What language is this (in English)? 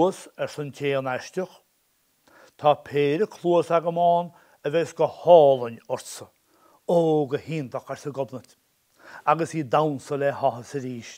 Irish